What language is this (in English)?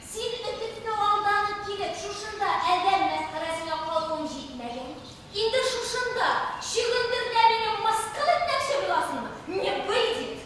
Tatar